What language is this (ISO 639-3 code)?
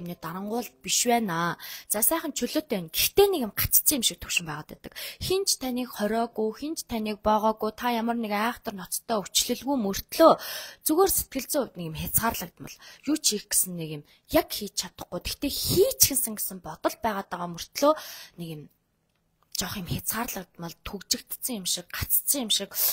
mon